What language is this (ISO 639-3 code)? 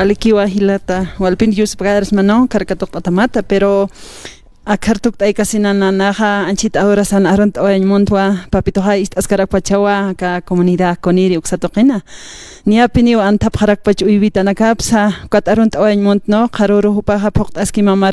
aym